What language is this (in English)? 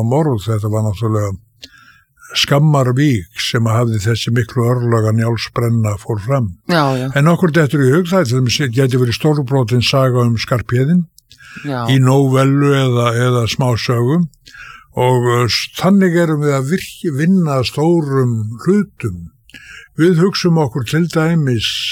Icelandic